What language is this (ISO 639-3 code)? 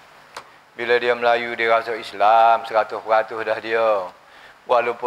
msa